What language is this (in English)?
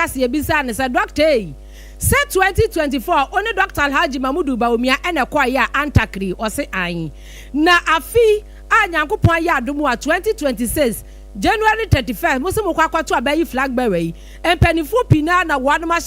Akan